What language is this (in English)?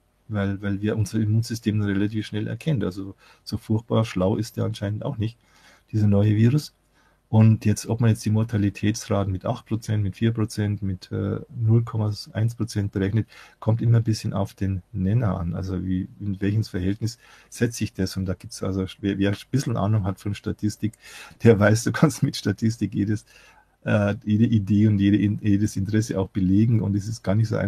German